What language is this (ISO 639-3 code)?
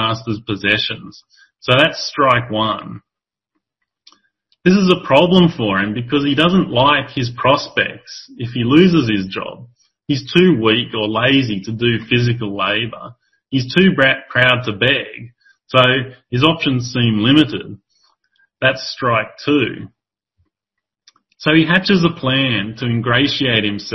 eng